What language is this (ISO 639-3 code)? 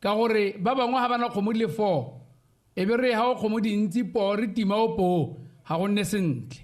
tsn